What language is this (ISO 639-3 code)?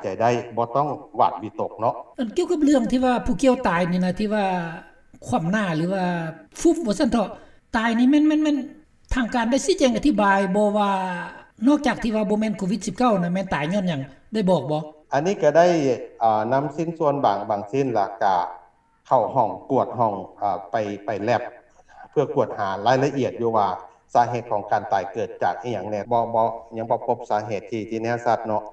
lao